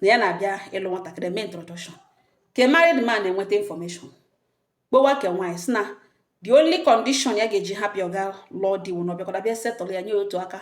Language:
Igbo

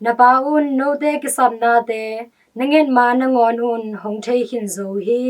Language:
Tedim Chin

